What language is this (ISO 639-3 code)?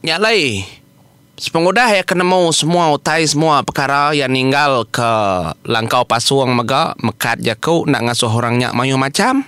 iba